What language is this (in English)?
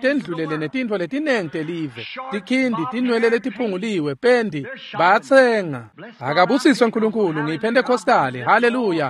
Swati